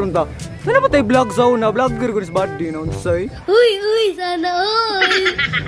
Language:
Cebuano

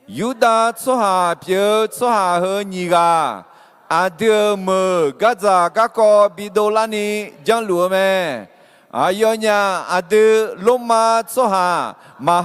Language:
Akha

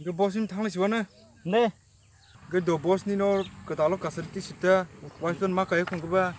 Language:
Kok Borok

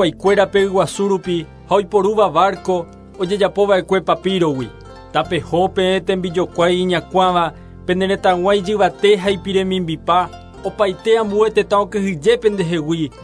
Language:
Guarani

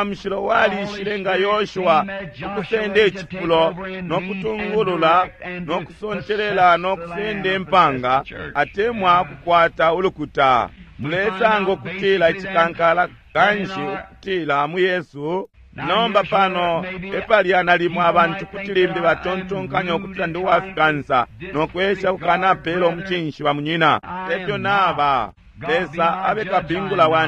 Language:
Bemba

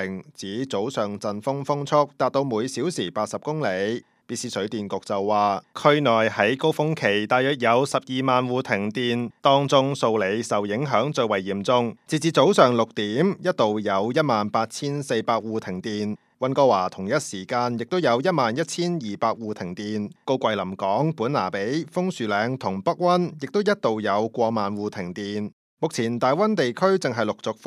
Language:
Cantonese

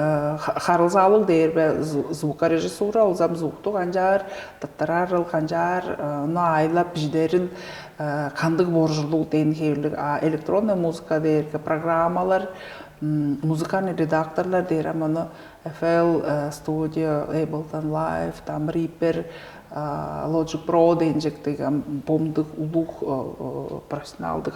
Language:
Tuvinian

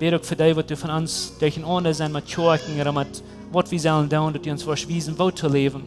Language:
Plautdietsch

